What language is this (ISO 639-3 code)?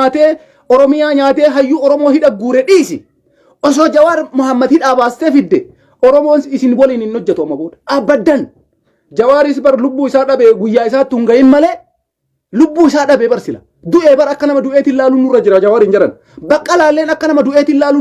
orm